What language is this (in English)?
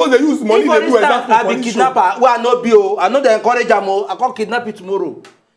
Nigerian Pidgin